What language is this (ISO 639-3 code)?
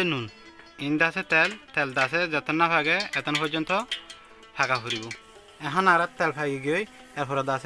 rhg